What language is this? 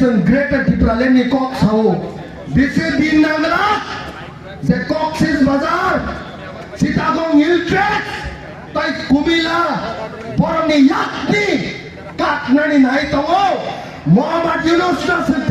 Kok Borok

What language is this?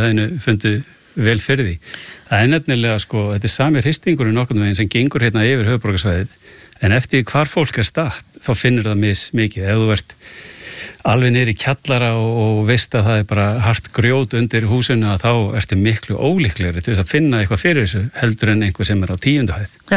Icelandic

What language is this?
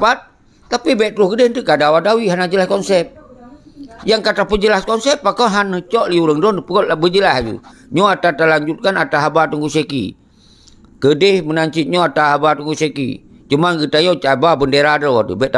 Achinese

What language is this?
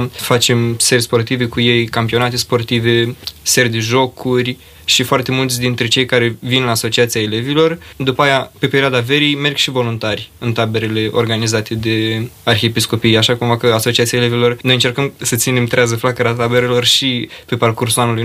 Romanian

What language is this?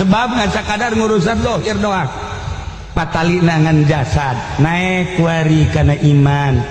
Sundanese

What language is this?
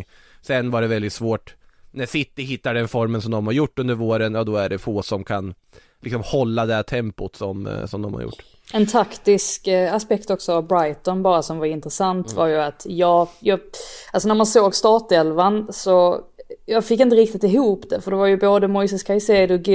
Swedish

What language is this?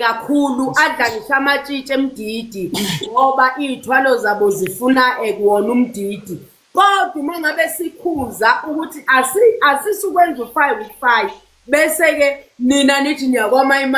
Zulu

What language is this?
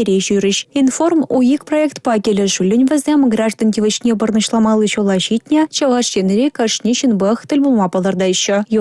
Chuvash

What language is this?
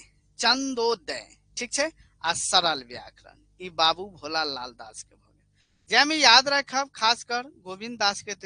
Maithili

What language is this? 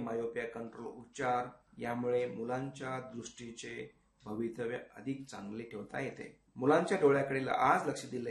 Marathi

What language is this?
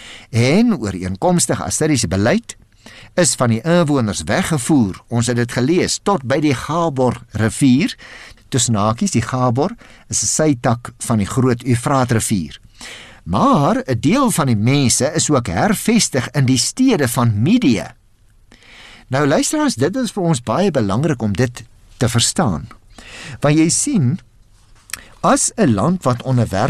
Afrikaans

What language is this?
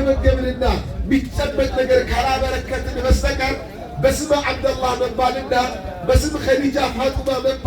Amharic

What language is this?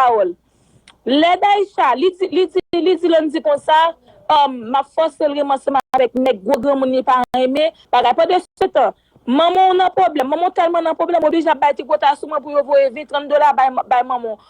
Haitian Creole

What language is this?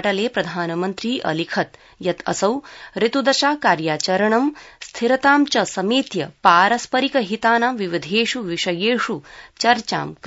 Sanskrit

